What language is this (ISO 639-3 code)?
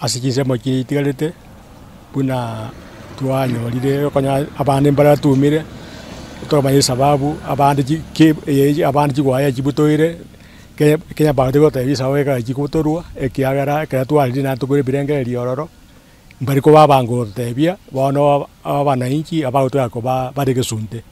guz